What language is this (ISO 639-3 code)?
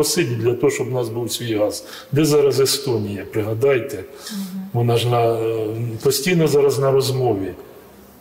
ukr